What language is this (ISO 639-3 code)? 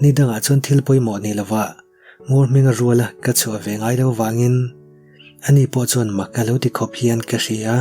lus